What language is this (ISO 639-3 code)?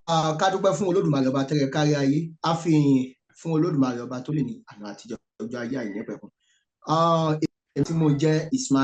yor